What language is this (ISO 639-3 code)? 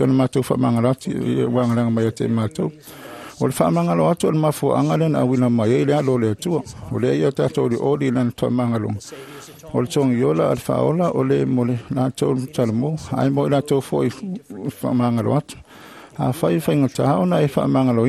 smo